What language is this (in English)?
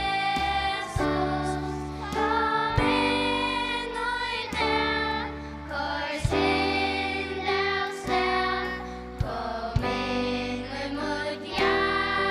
Faroese